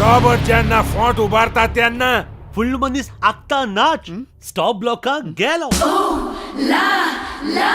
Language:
Konkani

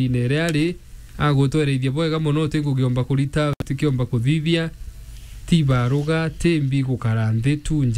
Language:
Meru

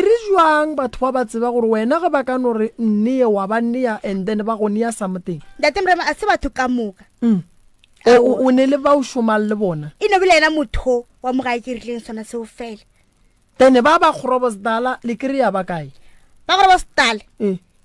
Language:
Northern Sotho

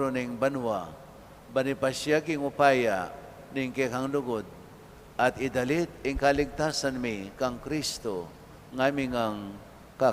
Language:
Pampanga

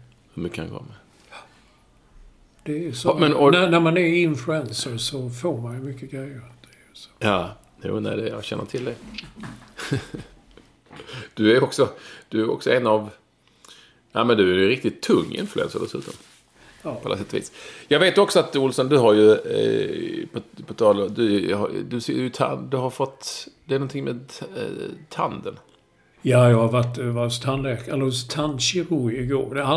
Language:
Swedish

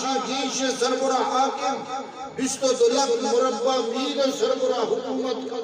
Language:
Eastern Balochi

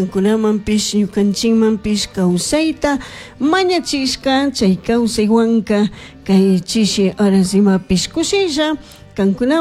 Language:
Chimborazo Highland Quichua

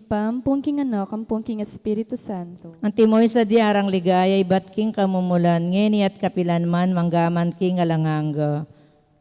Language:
Pampanga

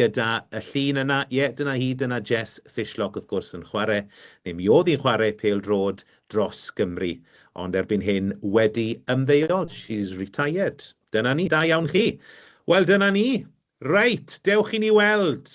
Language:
Welsh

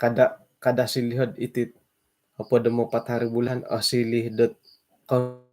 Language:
Central Dusun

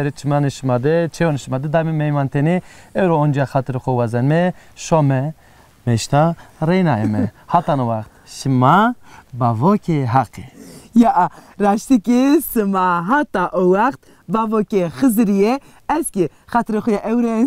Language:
Zaza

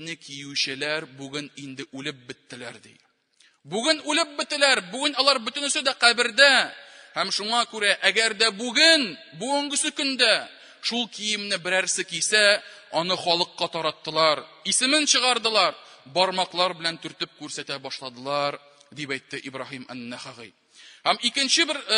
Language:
Tatar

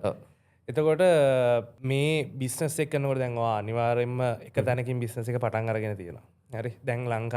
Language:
Sinhala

